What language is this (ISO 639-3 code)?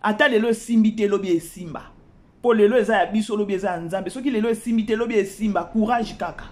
lin